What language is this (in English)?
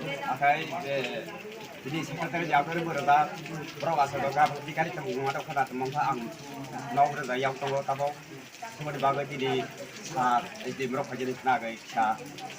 Riang (India)